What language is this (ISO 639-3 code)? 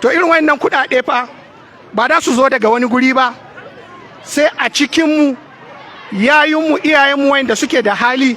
hau